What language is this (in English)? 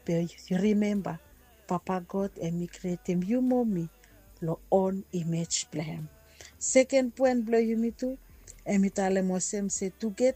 Bislama